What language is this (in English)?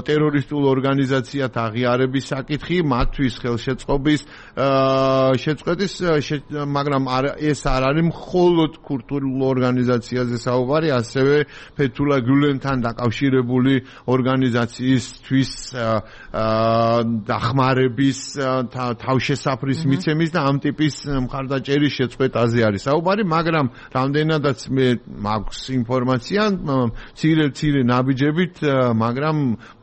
Georgian